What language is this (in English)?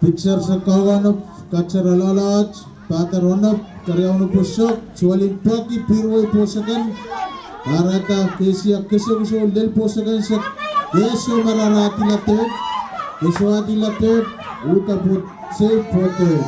Pohnpeian